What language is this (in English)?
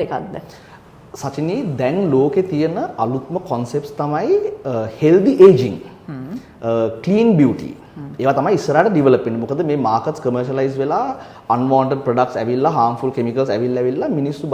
Sinhala